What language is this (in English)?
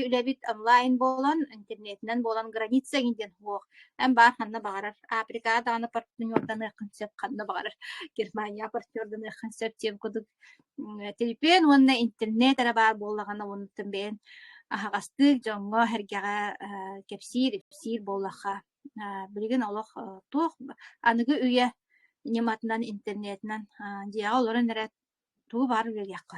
Yakut